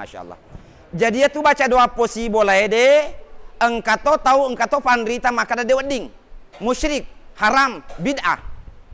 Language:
Buginese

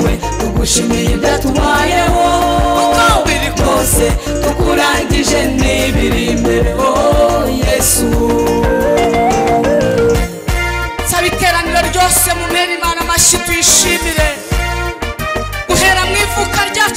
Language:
Kinyarwanda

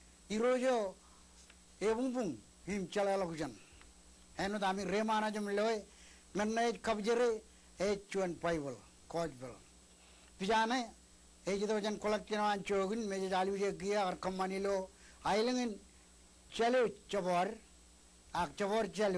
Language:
Marshallese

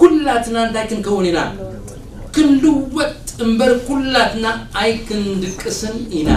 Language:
Tigrinya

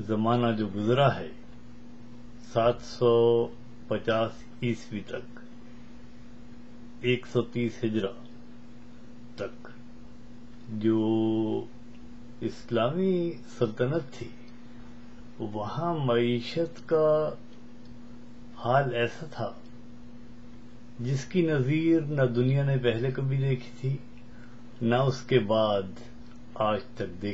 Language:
Urdu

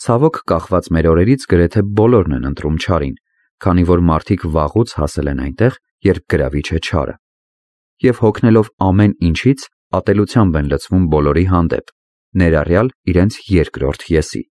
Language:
Armenian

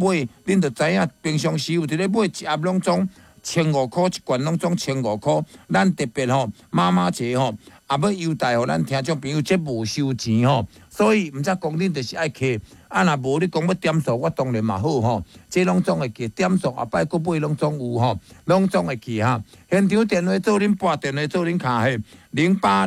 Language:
Min Nan Chinese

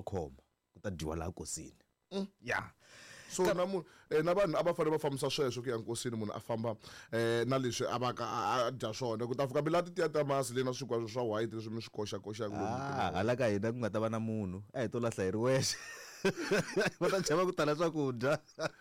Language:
Tsonga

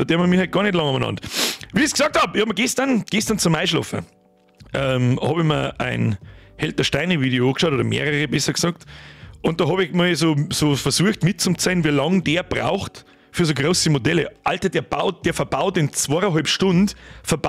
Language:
Bavarian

